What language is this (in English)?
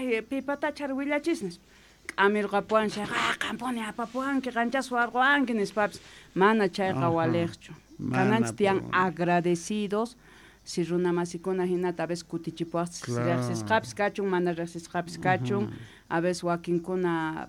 South Bolivian Quechua